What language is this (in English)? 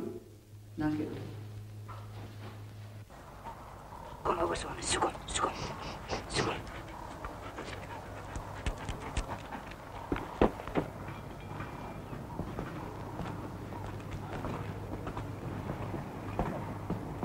Afrikaans